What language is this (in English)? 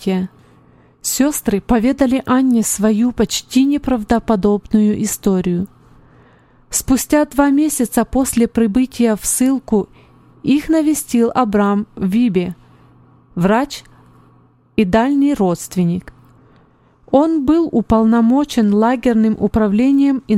Russian